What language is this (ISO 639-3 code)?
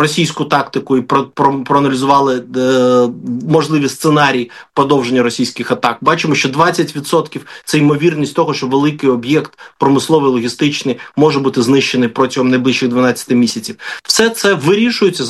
ukr